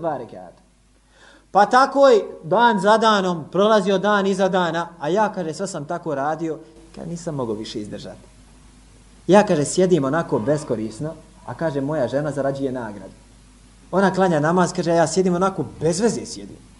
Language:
Bosnian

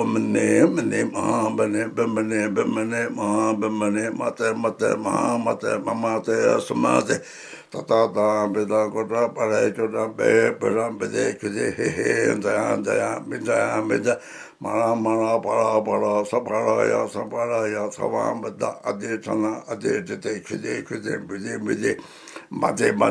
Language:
Tibetan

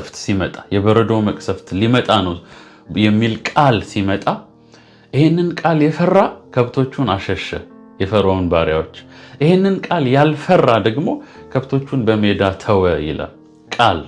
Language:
Amharic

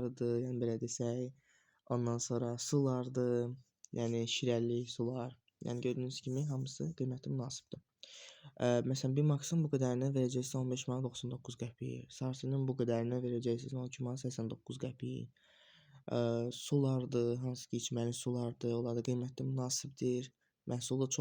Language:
Azerbaijani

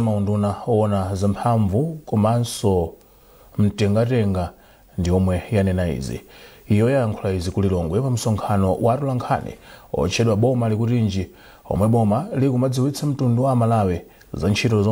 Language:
Nyanja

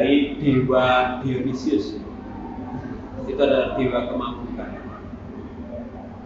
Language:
Indonesian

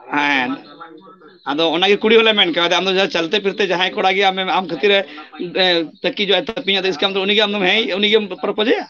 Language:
Santali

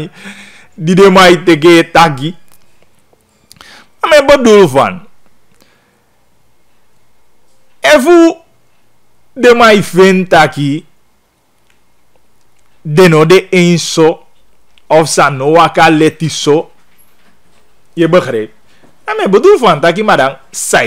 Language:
Dutch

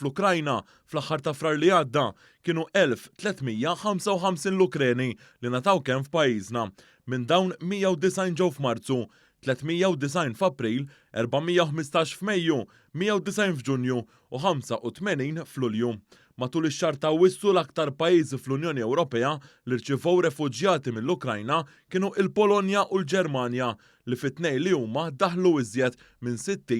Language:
Maltese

